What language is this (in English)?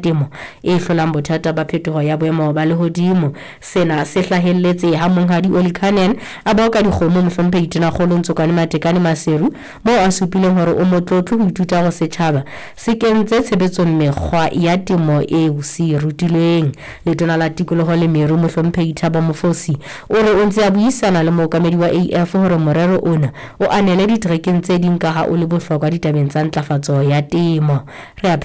Southern Sotho